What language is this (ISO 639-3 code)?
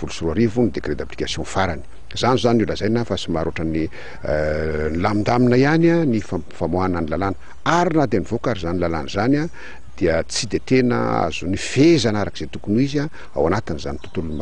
mlg